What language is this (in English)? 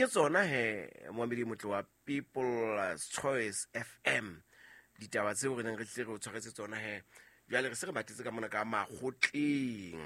Southern Sotho